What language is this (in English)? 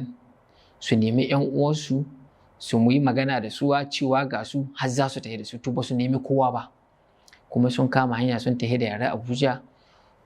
Hausa